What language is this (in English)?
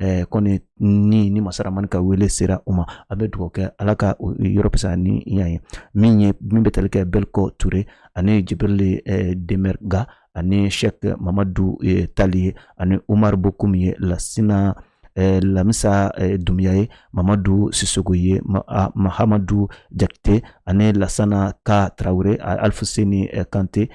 Bambara